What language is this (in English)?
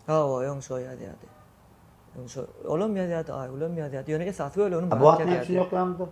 Turkmen